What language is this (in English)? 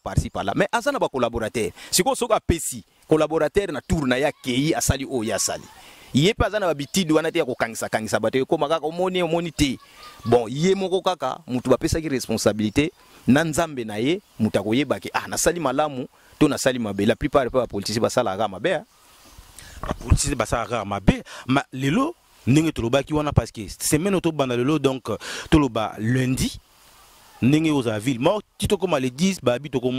Lingala